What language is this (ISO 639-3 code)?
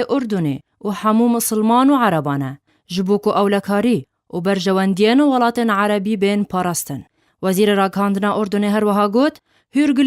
kur